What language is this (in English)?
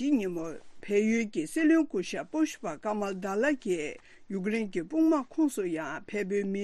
Tibetan